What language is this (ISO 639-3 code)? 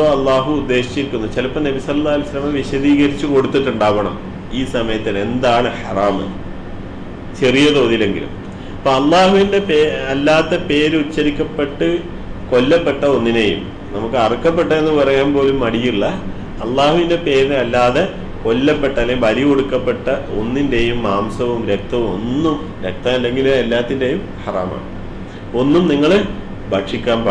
mal